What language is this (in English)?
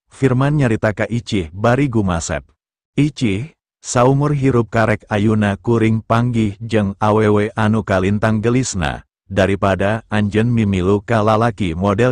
Sundanese